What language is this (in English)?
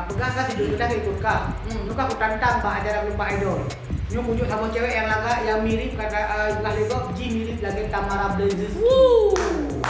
Achinese